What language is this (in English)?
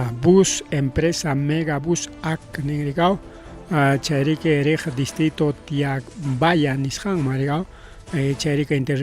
Ayacucho Quechua